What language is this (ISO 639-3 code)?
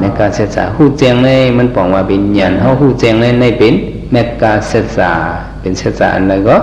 shn